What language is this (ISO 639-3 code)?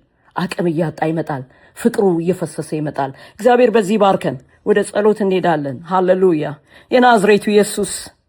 amh